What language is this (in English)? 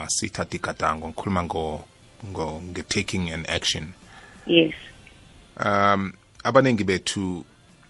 South Ndebele